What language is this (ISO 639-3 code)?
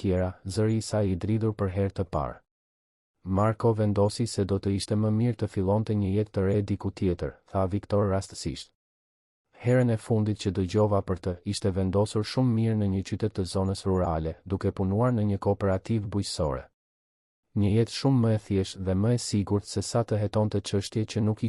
sqi